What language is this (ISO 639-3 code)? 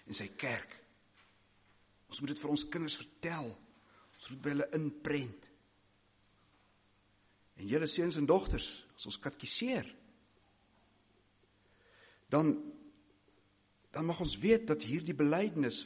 afr